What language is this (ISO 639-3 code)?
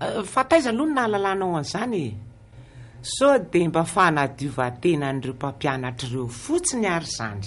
mlg